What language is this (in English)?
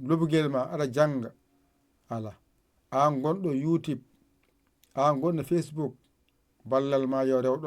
Fula